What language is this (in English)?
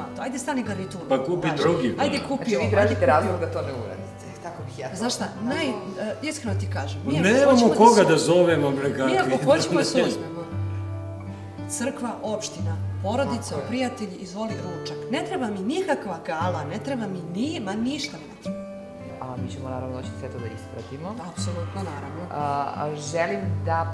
Serbian